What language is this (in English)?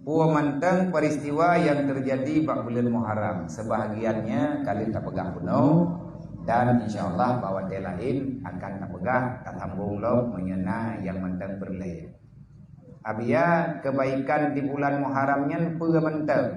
Achinese